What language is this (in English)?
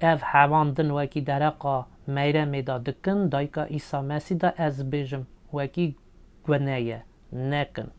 Kurdish